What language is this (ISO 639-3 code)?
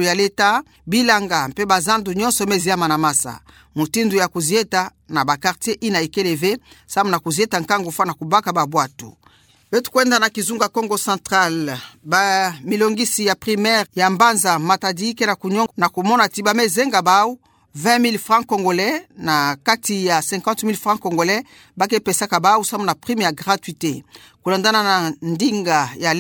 ktu